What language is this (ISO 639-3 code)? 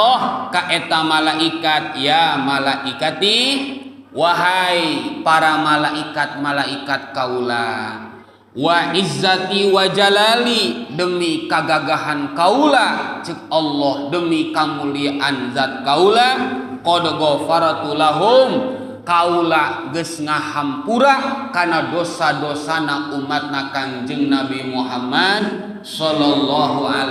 sun